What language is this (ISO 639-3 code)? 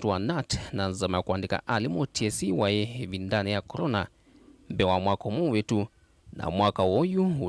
kam